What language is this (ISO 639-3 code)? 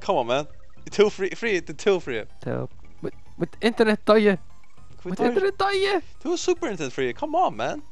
fao